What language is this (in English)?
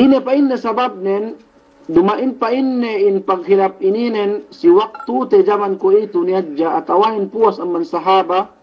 Yakan